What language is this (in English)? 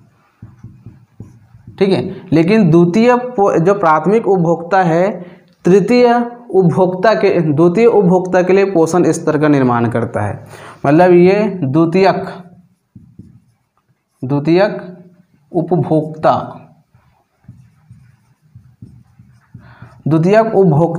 Hindi